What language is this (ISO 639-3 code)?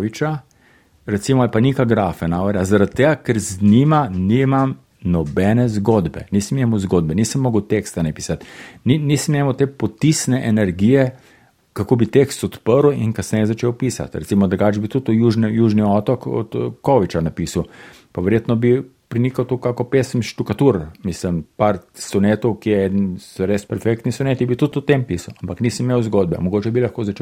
slv